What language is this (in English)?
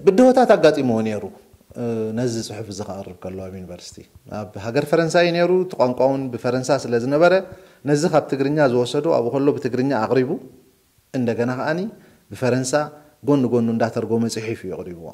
Tigrinya